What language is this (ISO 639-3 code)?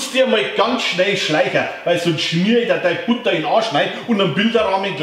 bar